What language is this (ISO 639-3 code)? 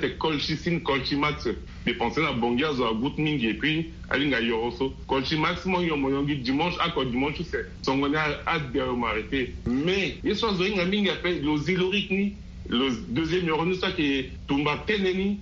sag